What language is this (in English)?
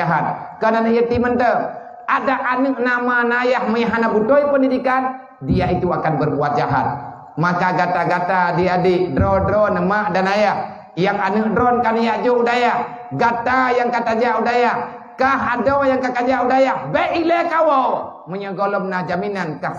Achinese